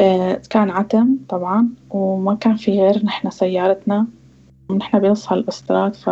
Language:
North Levantine Arabic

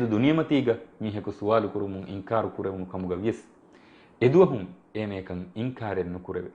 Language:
Divehi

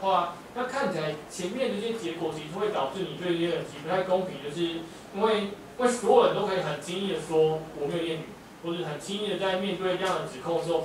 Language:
Chinese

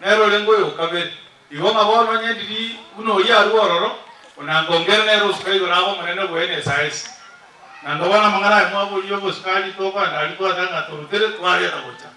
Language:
Gusii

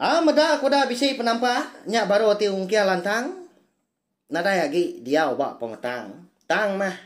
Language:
Iban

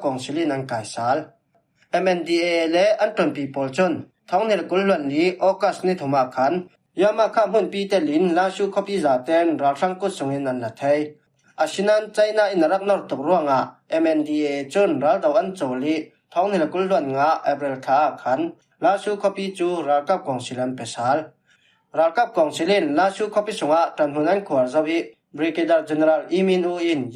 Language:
Falam Chin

